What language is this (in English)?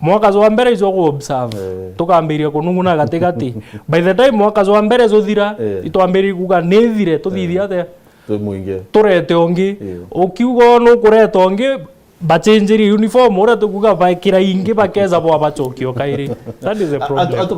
Meru